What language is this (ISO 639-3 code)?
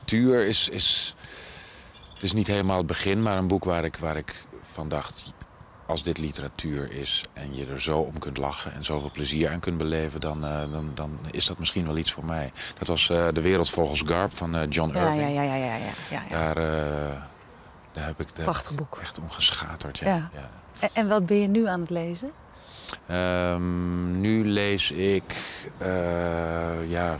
nld